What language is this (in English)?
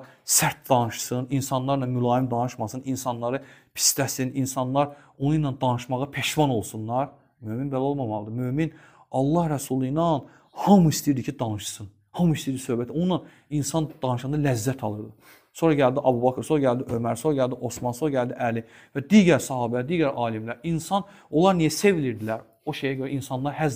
Azerbaijani